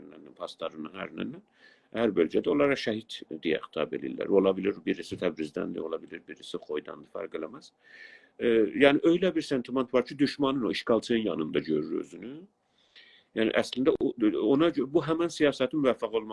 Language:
South Azerbaijani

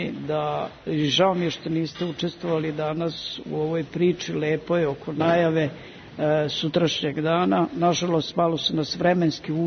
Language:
Serbian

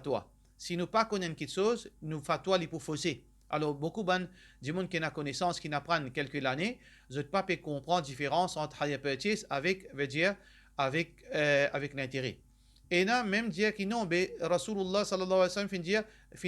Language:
Morisyen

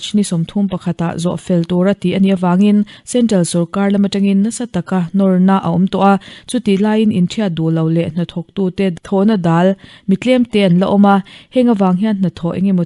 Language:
Mizo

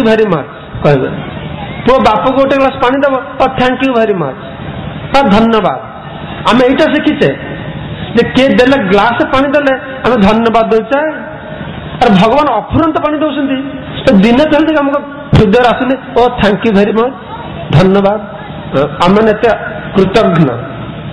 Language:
Odia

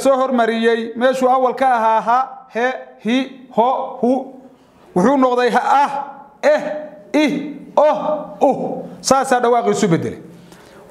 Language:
Somali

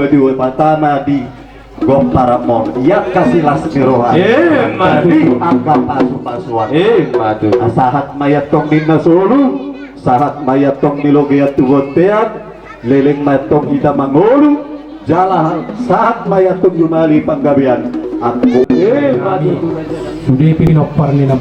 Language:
Batak Toba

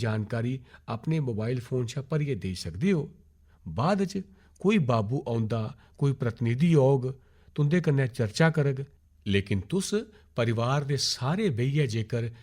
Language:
Dogri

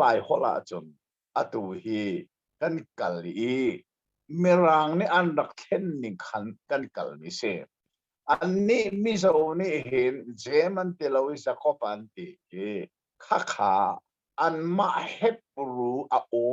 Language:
Hakha Chin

